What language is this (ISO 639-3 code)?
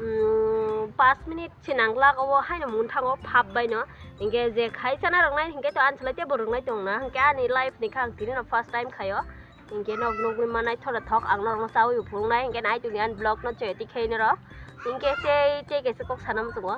trp